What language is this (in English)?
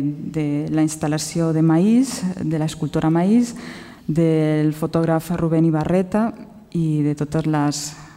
Catalan